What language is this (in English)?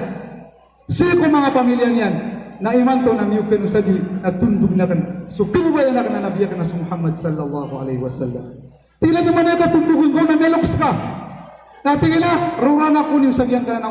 Maranao